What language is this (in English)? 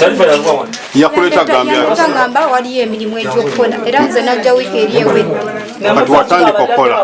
Ganda